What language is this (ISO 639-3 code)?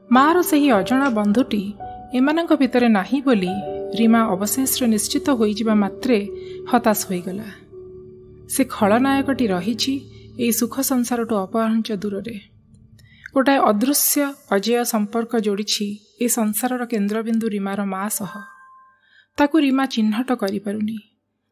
ori